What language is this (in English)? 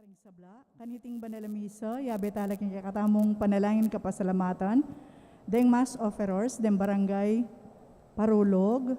Pampanga